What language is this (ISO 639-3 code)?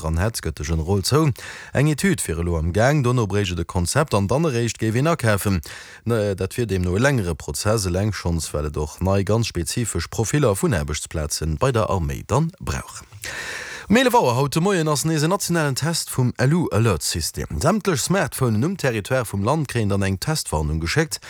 ltz